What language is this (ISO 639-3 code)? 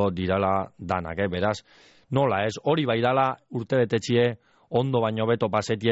eus